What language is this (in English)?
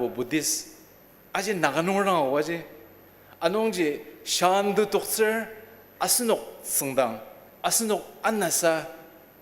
Ao Naga